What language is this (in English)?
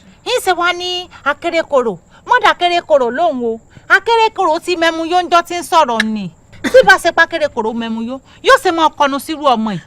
Yoruba